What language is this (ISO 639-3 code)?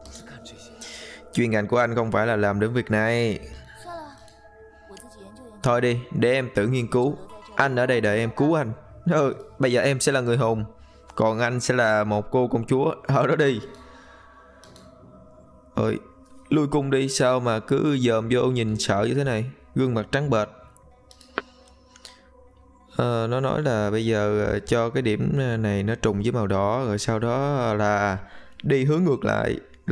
vie